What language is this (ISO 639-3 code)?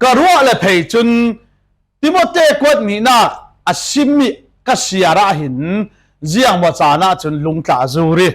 cfm